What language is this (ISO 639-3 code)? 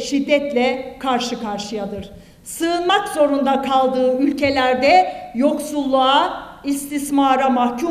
tur